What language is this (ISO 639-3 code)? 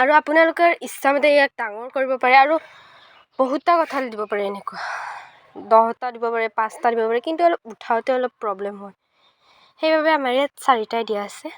asm